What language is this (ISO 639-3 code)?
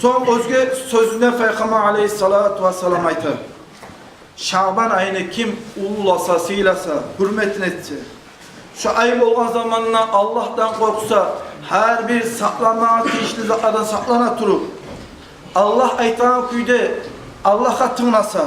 kum